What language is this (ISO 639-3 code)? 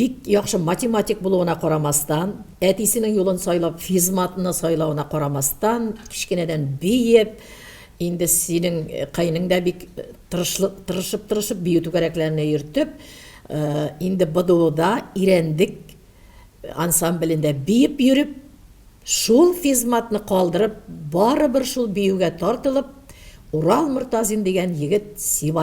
bak